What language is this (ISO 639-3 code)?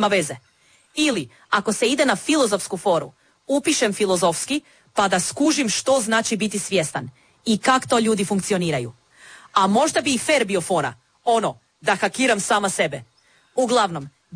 hrv